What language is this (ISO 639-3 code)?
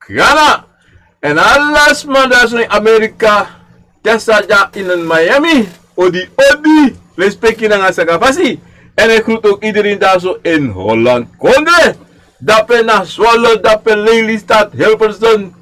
srn